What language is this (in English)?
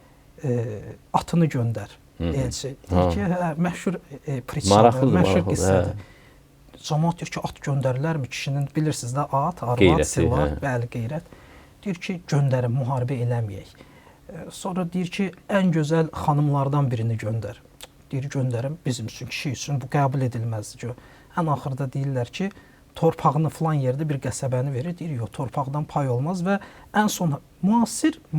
Azerbaijani